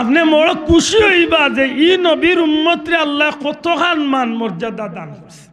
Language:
Sylheti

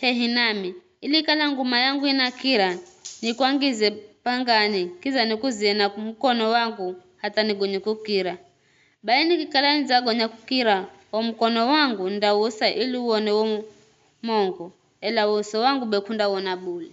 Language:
Giryama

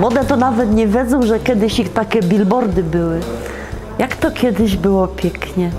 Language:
Silesian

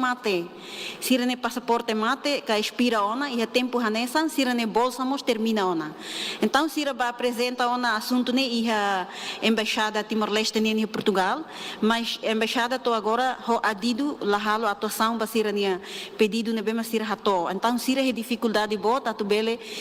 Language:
Tetum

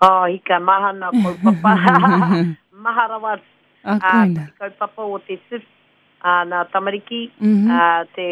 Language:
Māori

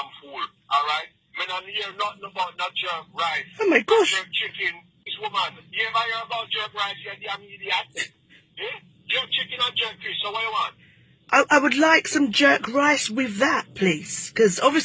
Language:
Jamaican Creole English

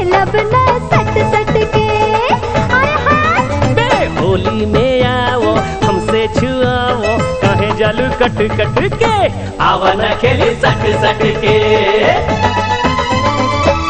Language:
Bhojpuri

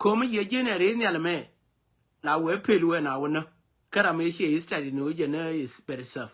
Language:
Nuer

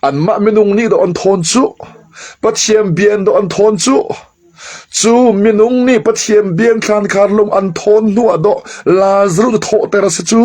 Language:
Hakha Chin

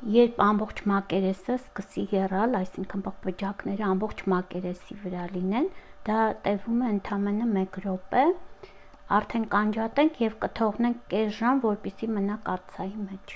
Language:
Armenian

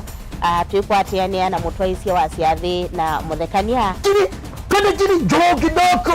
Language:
Kamba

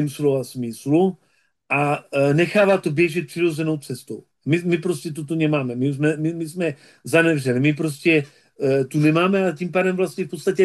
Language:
Czech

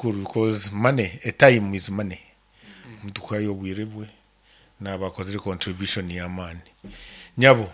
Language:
Nyankole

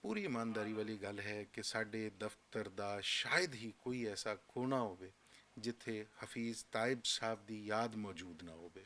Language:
Western Panjabi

